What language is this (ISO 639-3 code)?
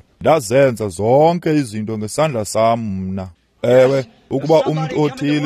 xho